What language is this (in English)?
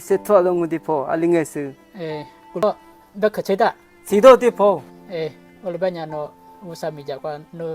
Lisu